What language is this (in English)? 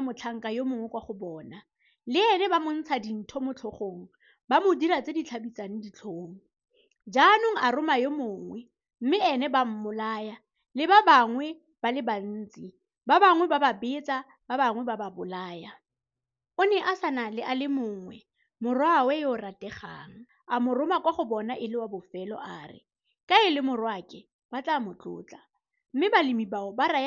Tswana